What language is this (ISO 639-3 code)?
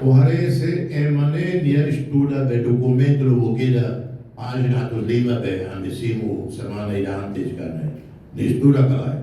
tet